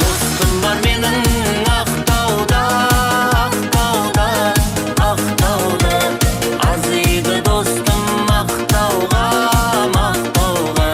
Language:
Kara-Kalpak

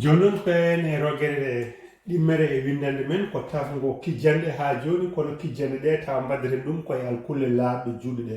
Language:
Fula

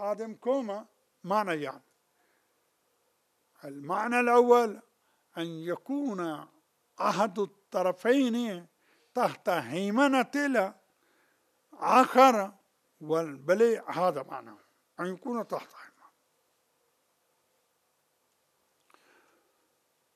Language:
Arabic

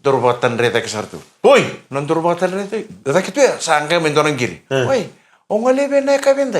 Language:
Fijian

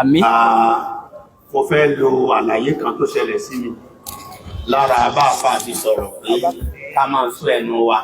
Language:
Yoruba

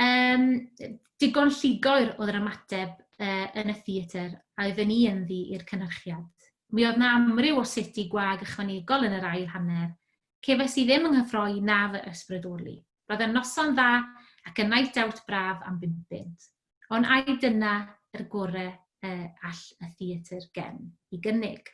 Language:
Welsh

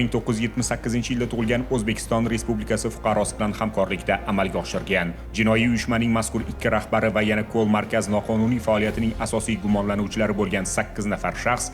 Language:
Uzbek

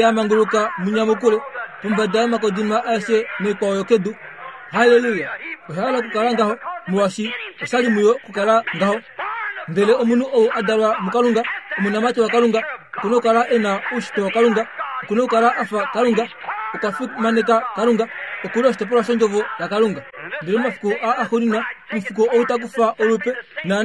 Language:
Kuanyama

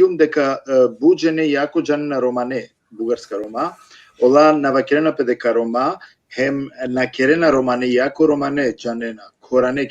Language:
Balkan Romani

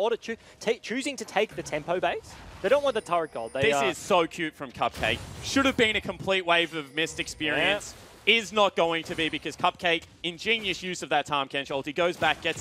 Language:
English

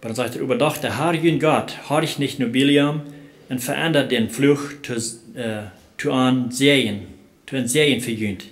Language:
Plautdietsch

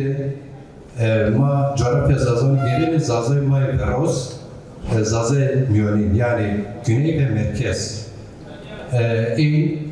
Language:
Zaza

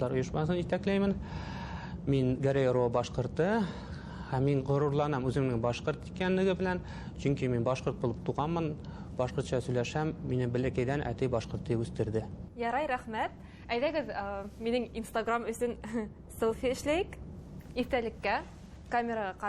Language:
Bashkir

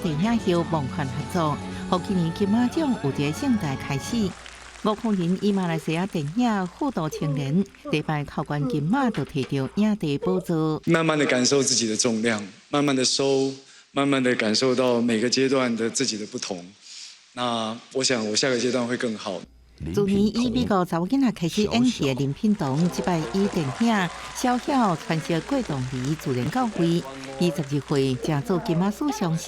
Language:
Min Nan Chinese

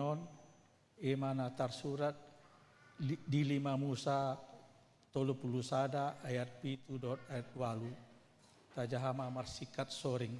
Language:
Batak Toba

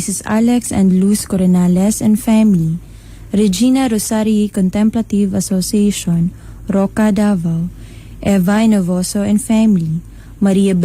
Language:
Cebuano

